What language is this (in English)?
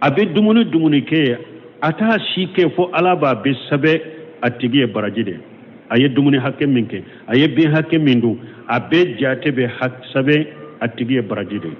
Bambara